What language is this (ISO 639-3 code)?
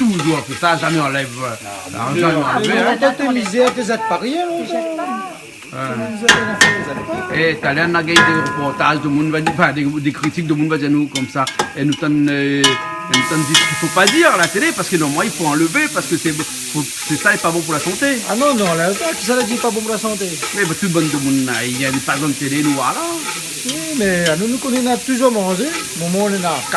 rcf